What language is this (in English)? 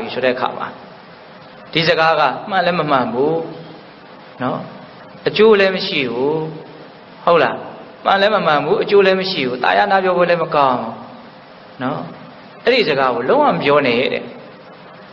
Burmese